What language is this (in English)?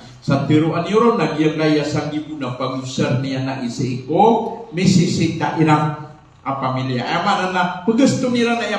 Maranao